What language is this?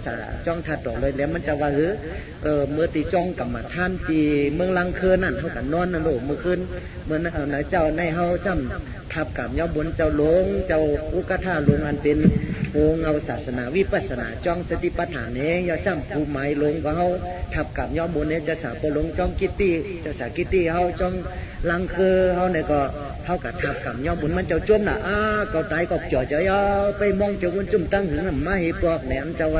Shan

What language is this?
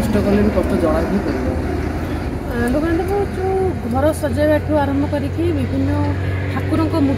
Odia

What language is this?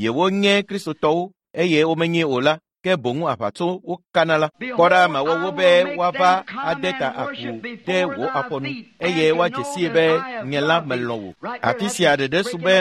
Ewe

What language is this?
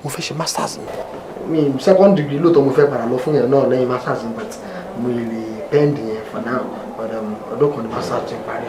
Yoruba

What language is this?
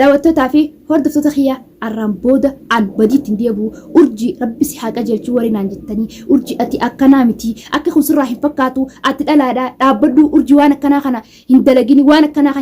Oromo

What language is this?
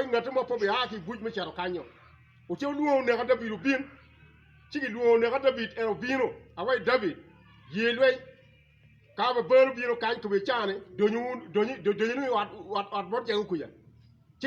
Acoli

